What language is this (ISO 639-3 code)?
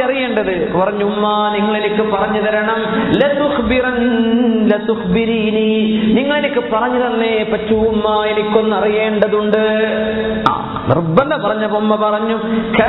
mal